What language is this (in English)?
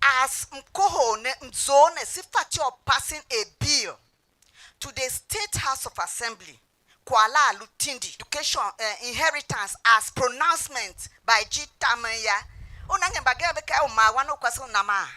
Tiv